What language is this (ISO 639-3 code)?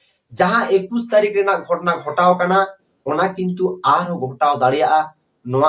sat